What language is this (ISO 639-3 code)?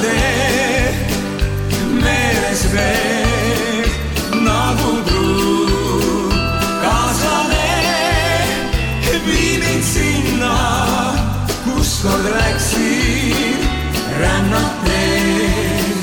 est